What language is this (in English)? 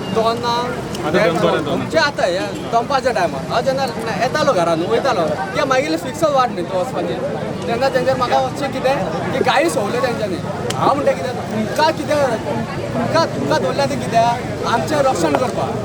Konkani